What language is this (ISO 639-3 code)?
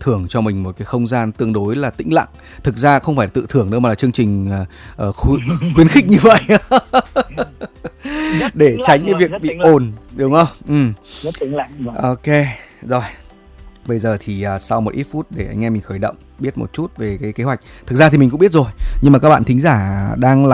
vie